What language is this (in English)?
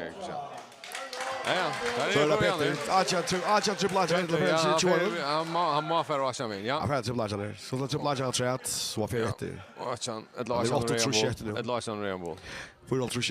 Faroese